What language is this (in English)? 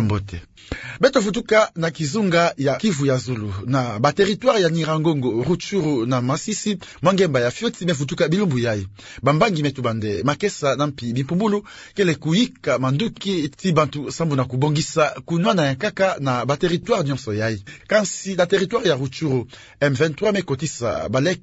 Kituba (Democratic Republic of Congo)